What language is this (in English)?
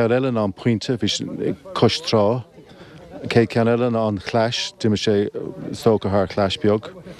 Irish